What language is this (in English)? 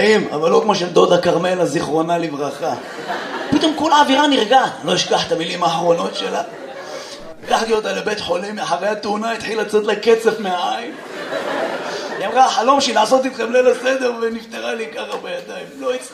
Hebrew